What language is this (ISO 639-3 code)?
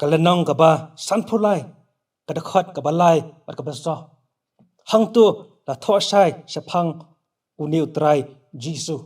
kha